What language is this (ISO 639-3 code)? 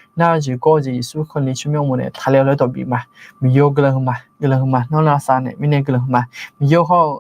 ahk